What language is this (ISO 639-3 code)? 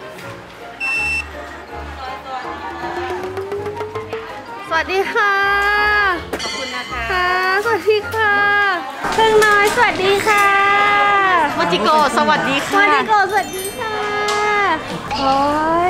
tha